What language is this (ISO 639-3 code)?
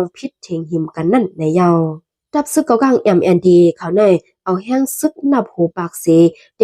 shn